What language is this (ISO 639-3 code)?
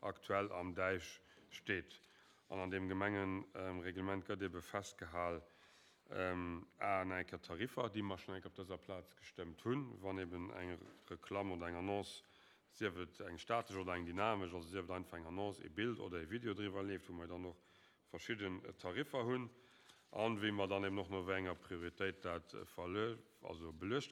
ltz